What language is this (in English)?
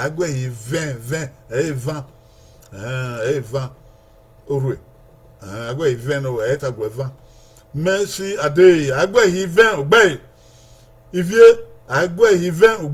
Bini